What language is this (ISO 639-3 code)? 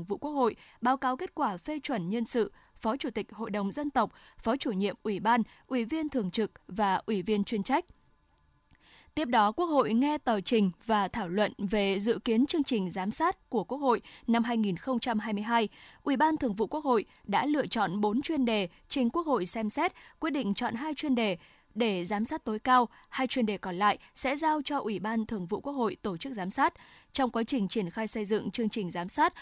vie